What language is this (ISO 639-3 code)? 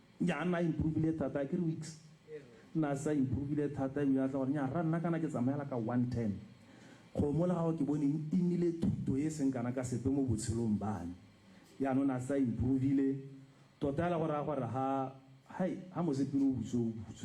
tsn